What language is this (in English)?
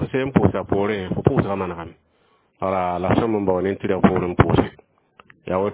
Mossi